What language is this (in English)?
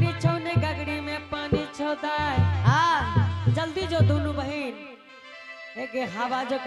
Angika